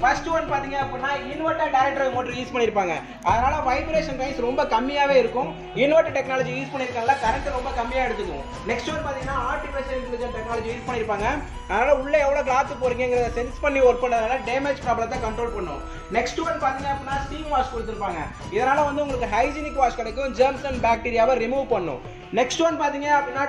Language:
Tamil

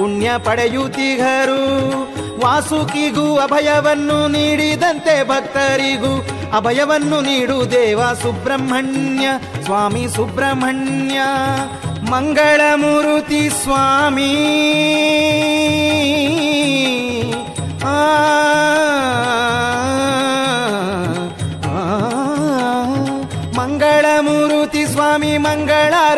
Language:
Kannada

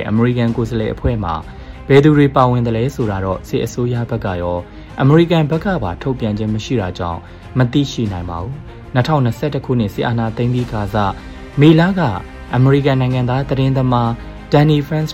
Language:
Burmese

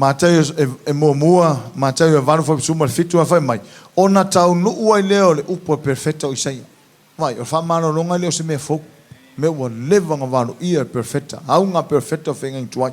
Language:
Samoan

